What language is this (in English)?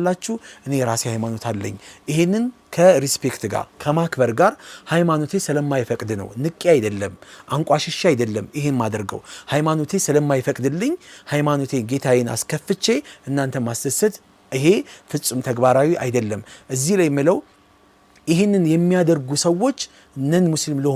Amharic